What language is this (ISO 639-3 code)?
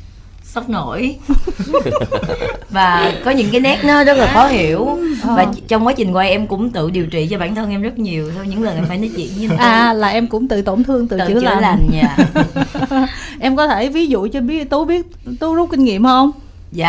vie